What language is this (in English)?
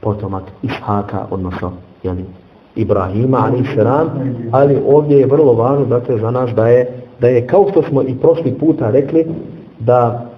Bosnian